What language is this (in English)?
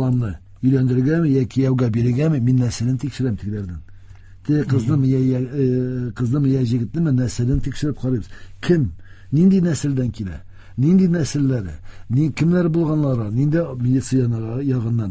Tatar